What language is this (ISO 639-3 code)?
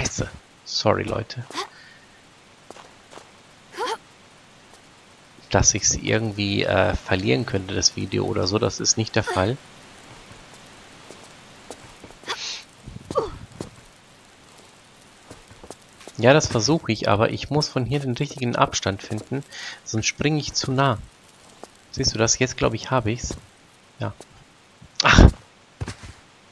deu